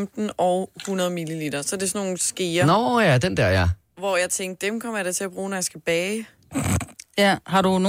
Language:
Danish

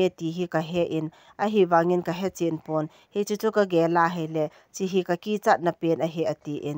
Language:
Thado Chin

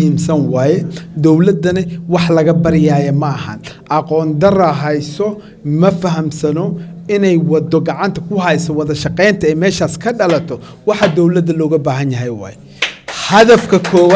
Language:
Somali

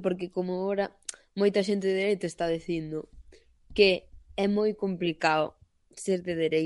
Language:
Galician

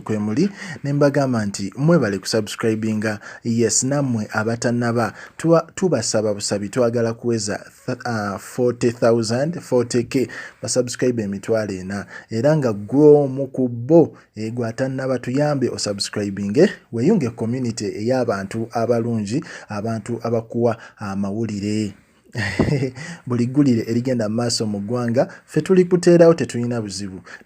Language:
Ganda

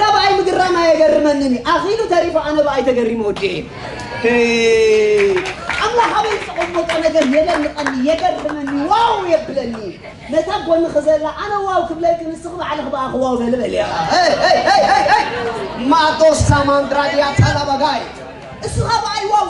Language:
Tigrinya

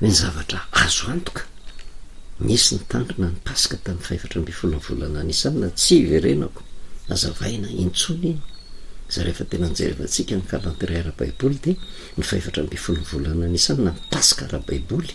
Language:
Malagasy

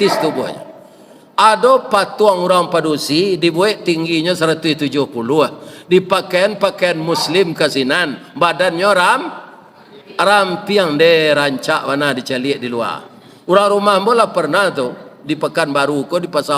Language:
Minangkabau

